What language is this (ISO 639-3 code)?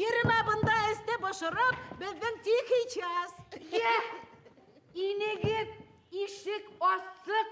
bak